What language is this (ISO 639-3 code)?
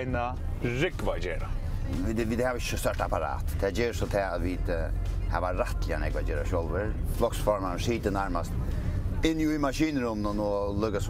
fao